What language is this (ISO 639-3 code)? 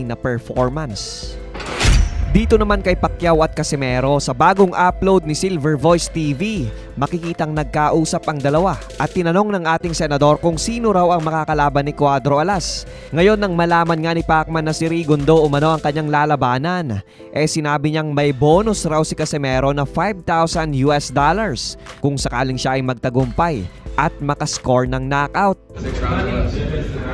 fil